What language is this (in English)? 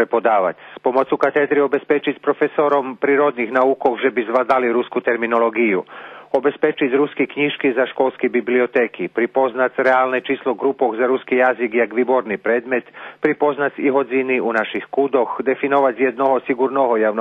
Rusyn